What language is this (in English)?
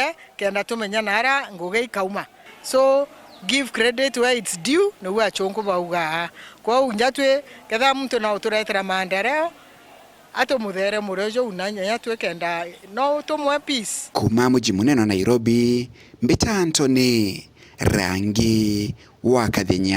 Meru